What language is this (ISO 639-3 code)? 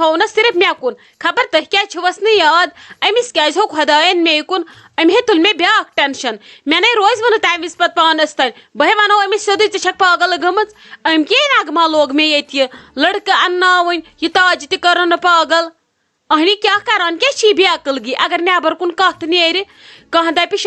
kas